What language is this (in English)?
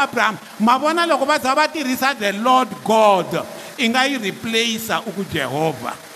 Tsonga